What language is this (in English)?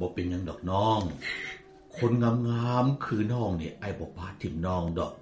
Lao